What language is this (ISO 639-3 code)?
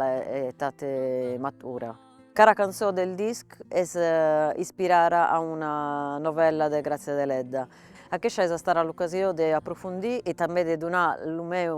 srd